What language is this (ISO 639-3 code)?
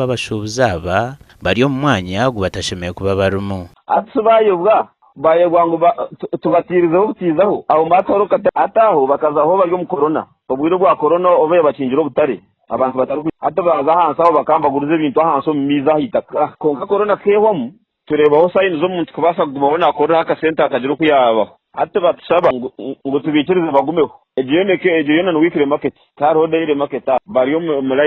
nyn